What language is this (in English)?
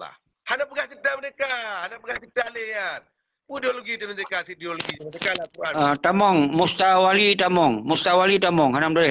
Achinese